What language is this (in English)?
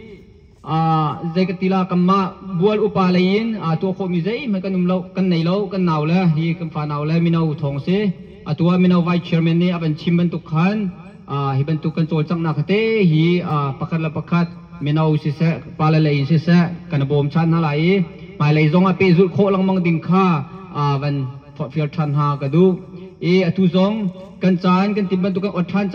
Hakha Chin